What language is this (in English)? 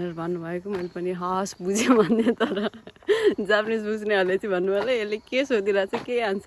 Nepali